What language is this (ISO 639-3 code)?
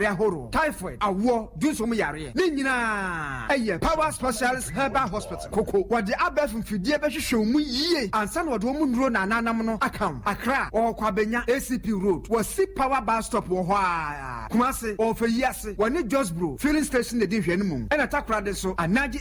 aka